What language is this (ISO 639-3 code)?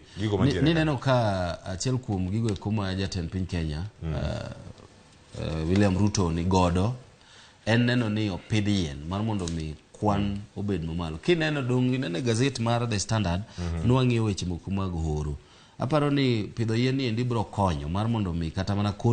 luo